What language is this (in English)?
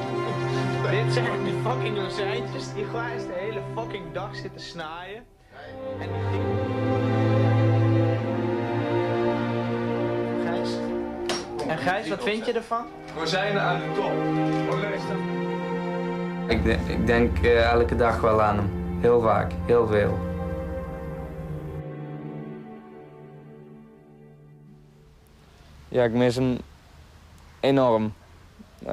Dutch